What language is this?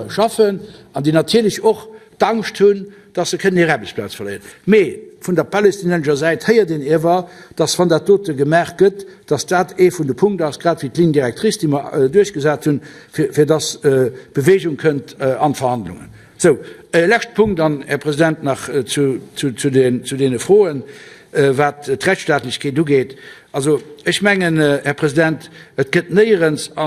Luxembourgish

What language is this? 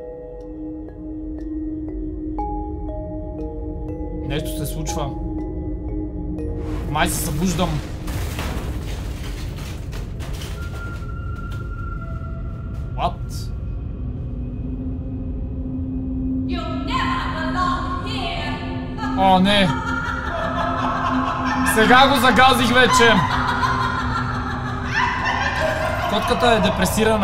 Bulgarian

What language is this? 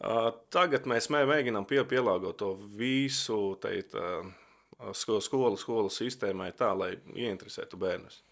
Latvian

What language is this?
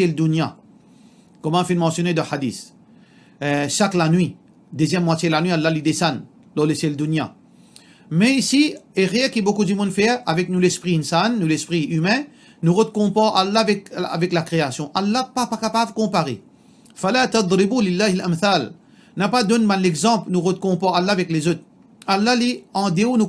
Morisyen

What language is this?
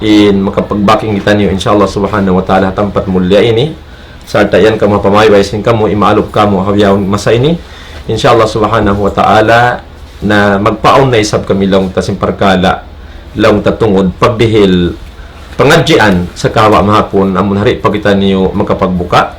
Tausug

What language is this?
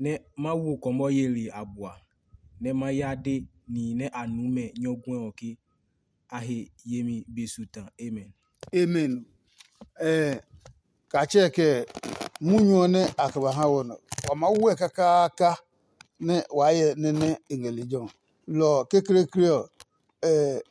Adangme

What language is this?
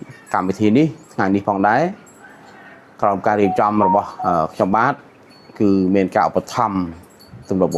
Khmer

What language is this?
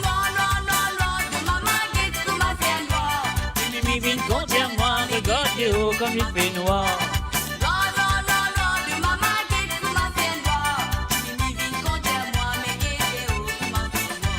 Morisyen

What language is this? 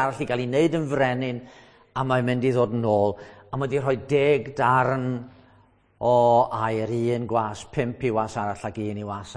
Welsh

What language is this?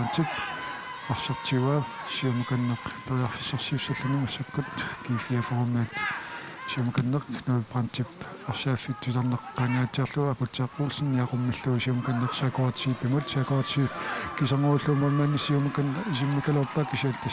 Kalaallisut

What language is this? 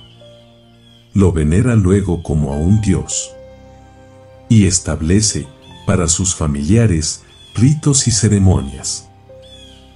Spanish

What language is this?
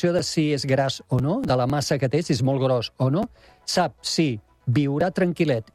Catalan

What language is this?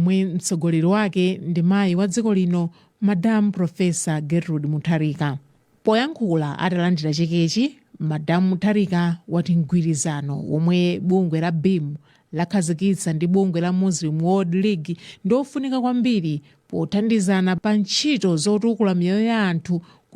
Nyanja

